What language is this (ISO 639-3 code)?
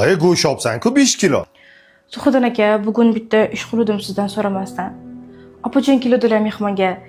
uzb